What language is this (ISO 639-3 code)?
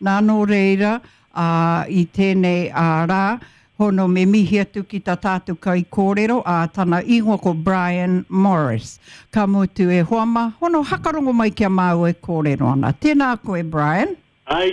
mri